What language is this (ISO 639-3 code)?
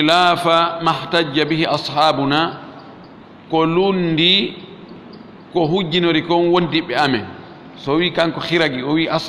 ful